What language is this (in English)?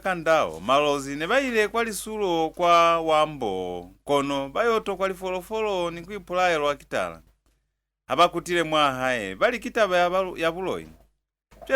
Lozi